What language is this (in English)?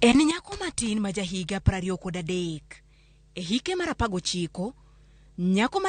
Luo (Kenya and Tanzania)